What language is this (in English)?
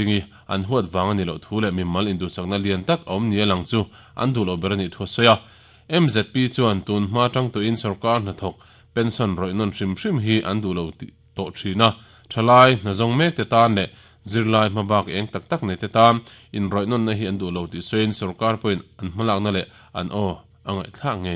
Mizo